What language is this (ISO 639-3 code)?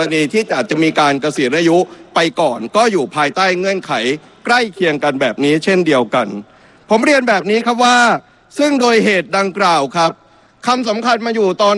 tha